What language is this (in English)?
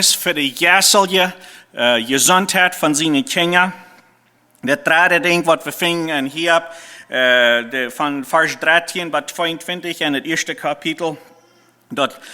Plautdietsch